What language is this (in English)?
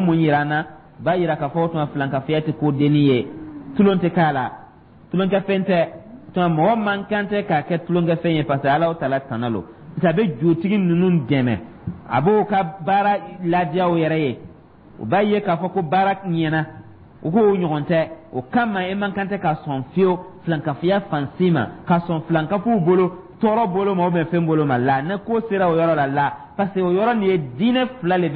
Dyula